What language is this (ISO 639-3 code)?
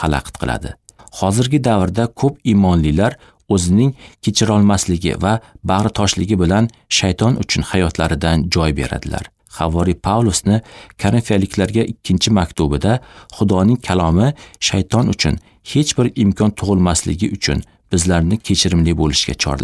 uzb